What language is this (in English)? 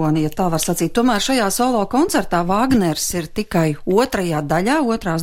Latvian